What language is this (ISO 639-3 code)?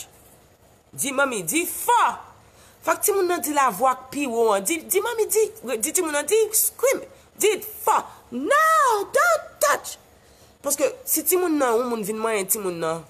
hat